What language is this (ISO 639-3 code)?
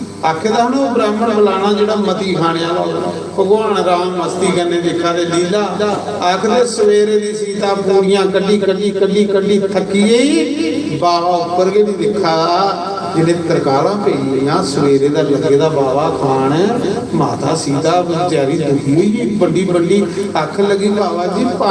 doi